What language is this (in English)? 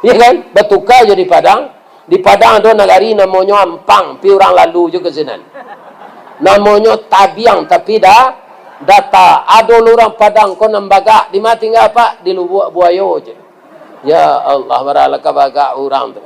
Minangkabau